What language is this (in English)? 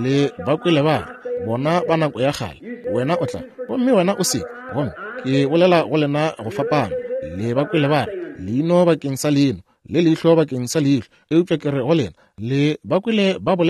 Northern Sotho